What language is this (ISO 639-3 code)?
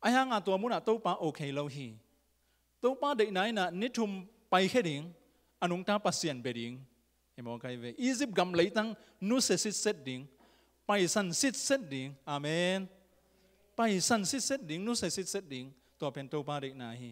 ctd